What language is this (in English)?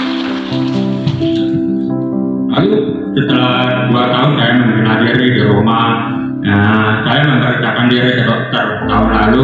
Indonesian